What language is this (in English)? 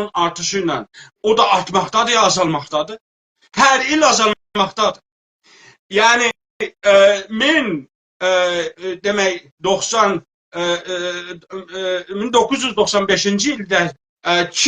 South Azerbaijani